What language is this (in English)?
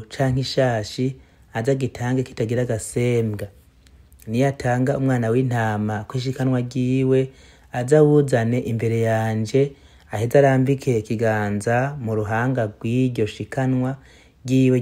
Rundi